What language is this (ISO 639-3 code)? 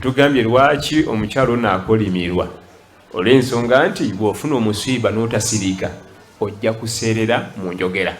lug